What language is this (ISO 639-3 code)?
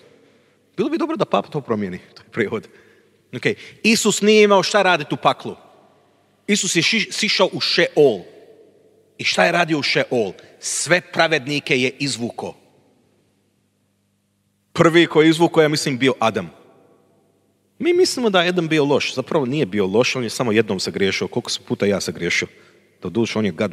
hrv